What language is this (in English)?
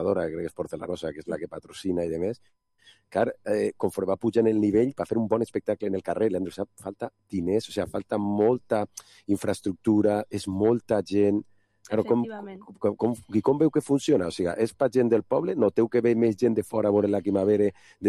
Catalan